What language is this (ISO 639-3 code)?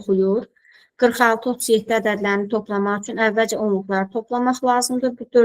aze